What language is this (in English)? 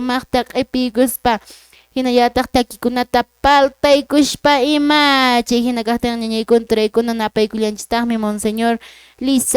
Quechua